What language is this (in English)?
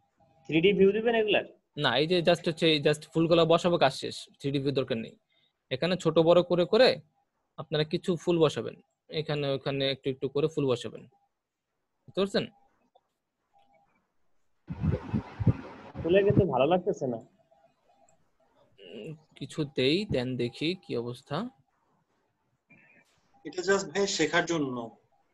Bangla